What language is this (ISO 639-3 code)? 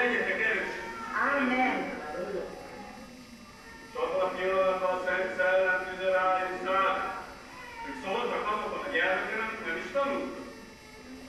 hun